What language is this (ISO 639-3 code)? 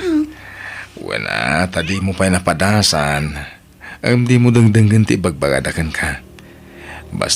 ilo